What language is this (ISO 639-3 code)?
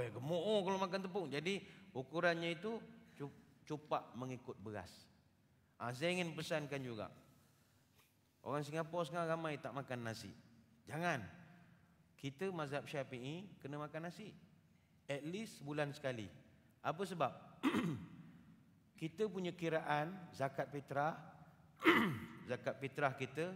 msa